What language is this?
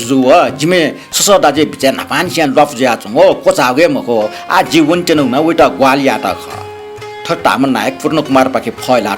Newari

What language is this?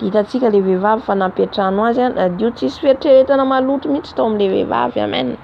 Malagasy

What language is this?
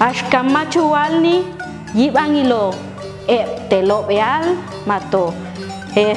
Popti'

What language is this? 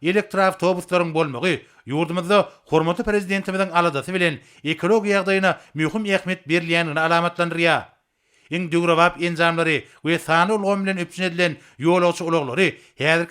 Turkmen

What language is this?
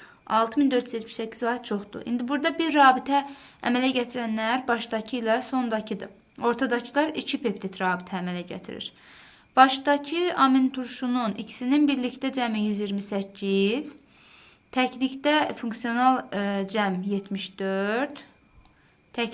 Azerbaijani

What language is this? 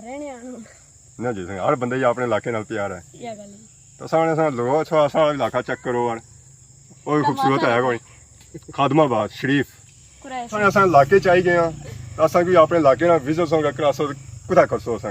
Pahari-Potwari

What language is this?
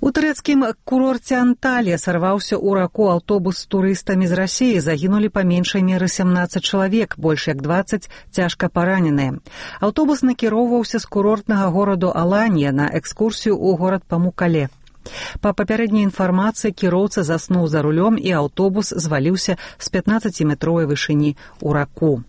Belarusian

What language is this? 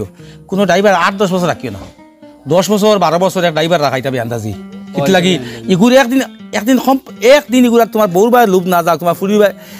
Sylheti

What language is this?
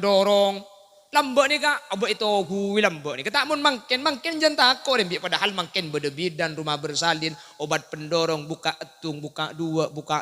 Madurese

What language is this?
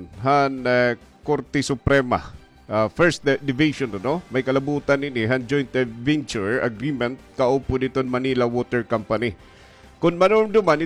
Waray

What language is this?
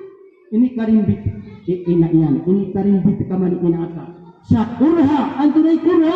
Maranao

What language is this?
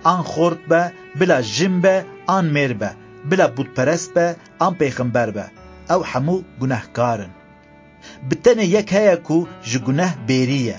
Kurdish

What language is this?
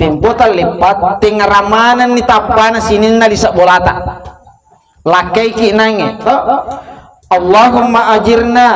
Buginese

